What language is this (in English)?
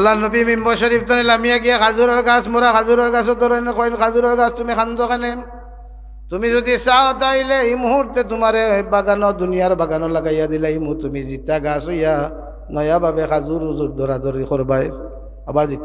Sylheti